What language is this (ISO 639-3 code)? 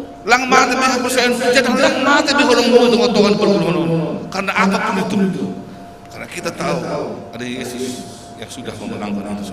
bts